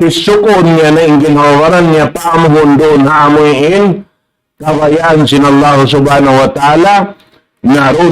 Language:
Tausug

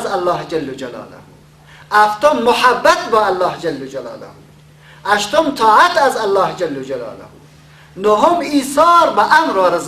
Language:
Persian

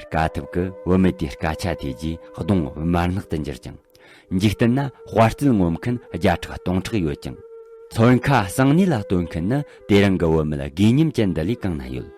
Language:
Tibetan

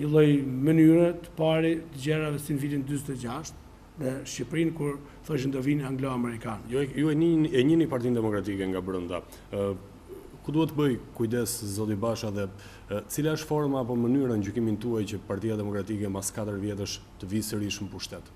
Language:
Albanian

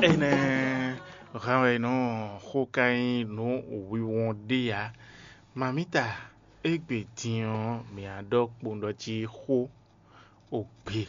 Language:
Fon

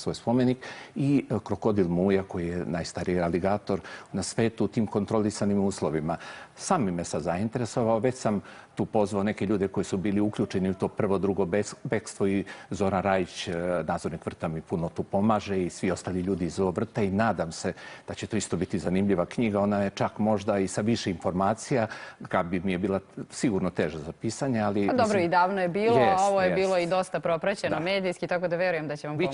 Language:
Serbian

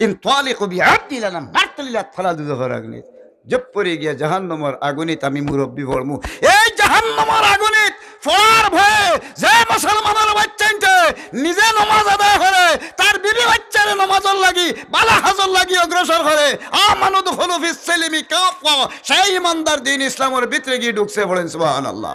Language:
Sylheti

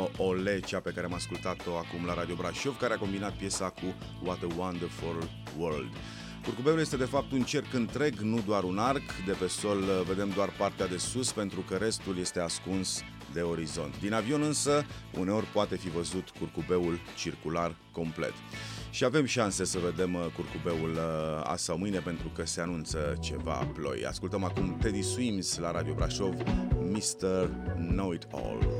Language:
Romanian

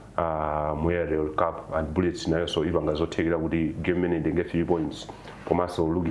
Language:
Nyanja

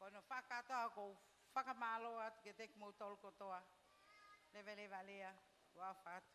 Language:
Tongan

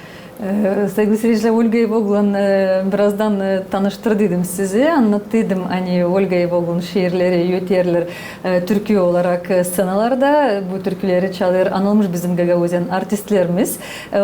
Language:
Gagauz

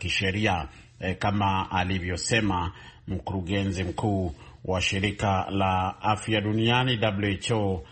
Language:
Swahili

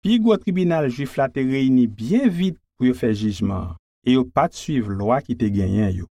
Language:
Haitian Creole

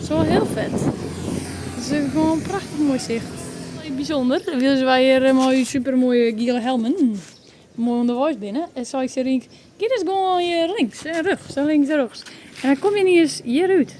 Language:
Western Frisian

